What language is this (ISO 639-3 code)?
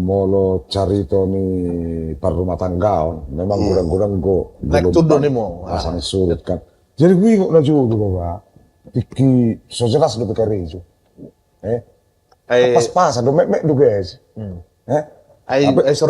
bbc